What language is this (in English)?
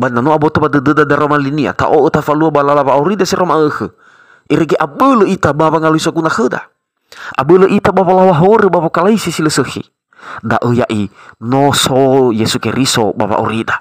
Nias